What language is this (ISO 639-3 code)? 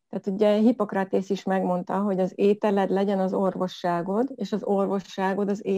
hun